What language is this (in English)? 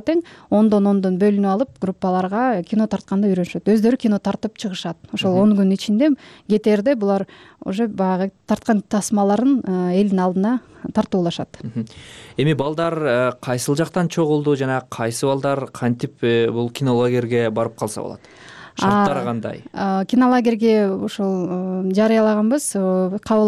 Kyrgyz